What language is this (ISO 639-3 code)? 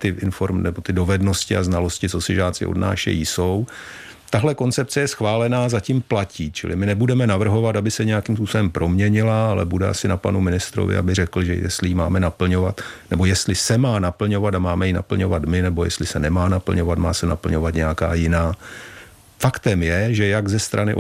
ces